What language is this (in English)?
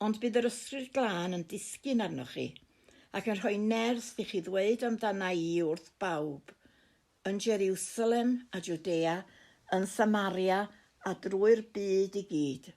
Welsh